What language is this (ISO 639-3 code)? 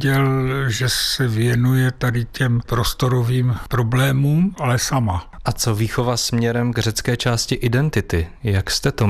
ces